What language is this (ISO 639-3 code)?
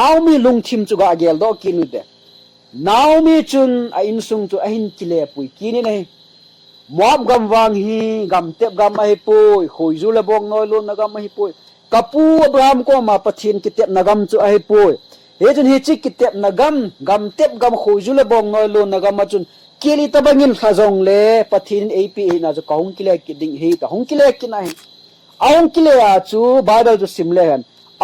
tcz